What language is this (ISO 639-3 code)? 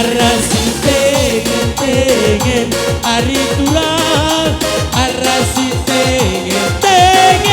btx